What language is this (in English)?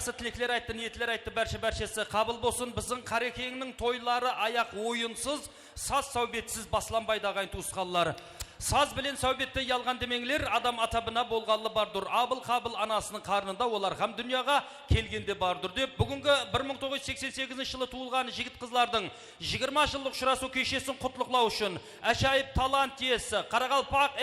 Kara-Kalpak